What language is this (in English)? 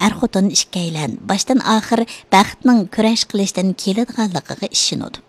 Uyghur